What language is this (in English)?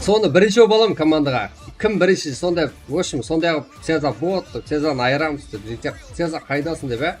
Kara-Kalpak